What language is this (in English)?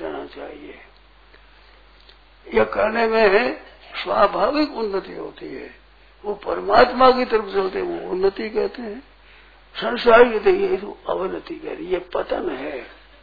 Hindi